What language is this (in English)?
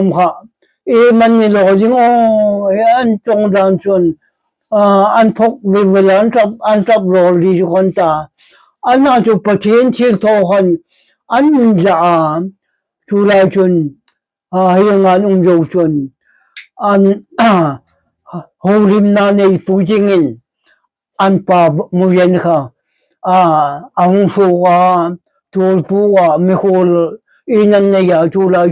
Hmar